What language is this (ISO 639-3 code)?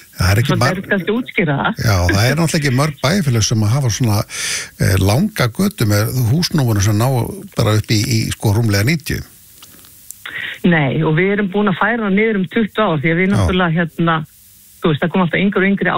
isl